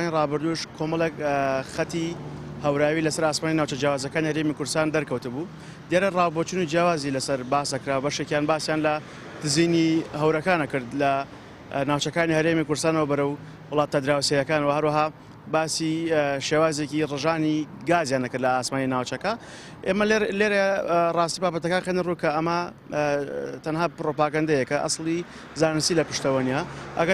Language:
Central Kurdish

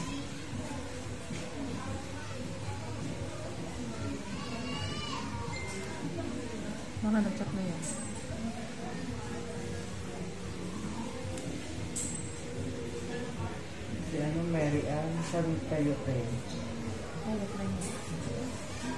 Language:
Filipino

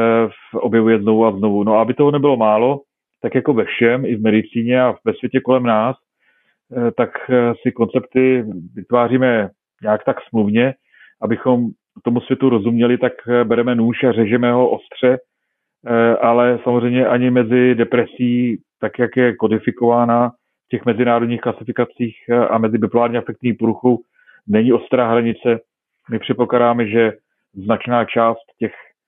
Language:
Czech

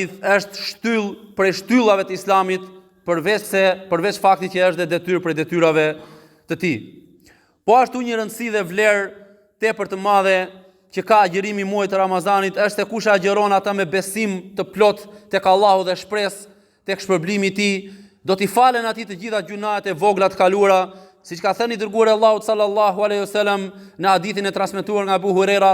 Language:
Albanian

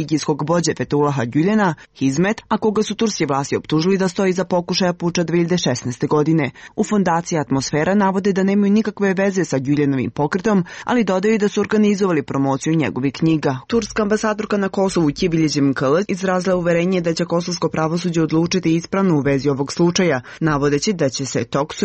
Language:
Serbian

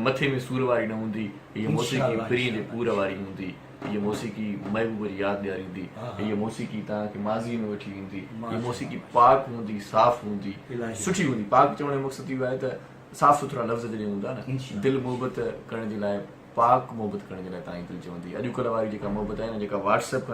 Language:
Sindhi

